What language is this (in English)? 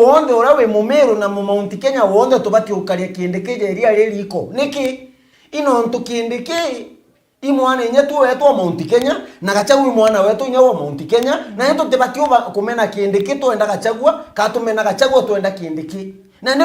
Meru